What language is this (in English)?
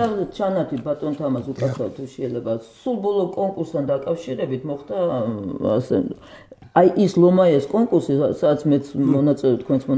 Georgian